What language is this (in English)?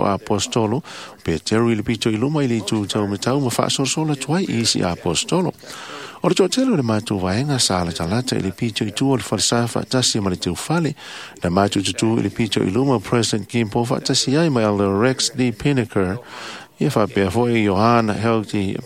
Samoan